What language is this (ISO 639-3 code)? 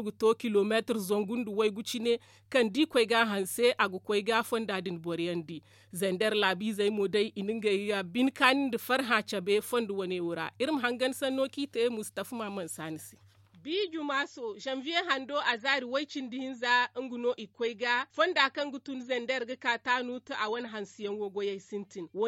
dje